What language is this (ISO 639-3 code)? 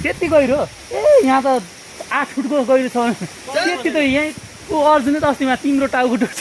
nep